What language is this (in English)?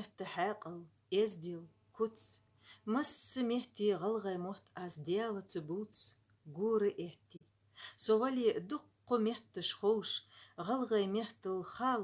Ingush